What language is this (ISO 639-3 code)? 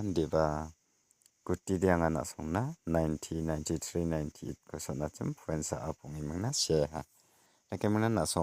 grt